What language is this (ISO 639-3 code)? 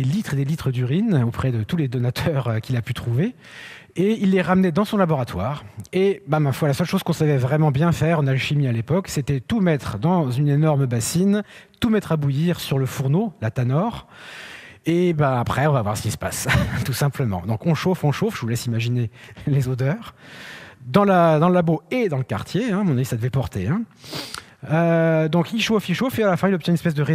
fra